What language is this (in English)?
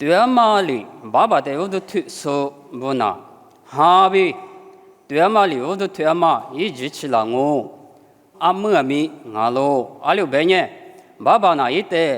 Lisu